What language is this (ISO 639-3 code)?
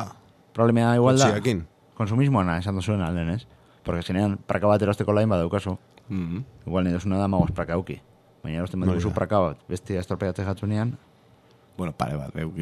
eus